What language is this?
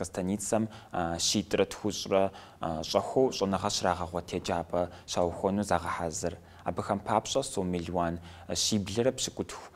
Kabardian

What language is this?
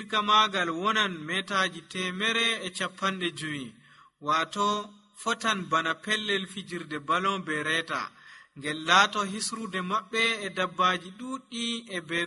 Nigerian Fulfulde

